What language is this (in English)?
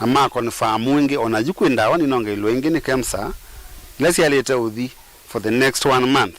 Kamba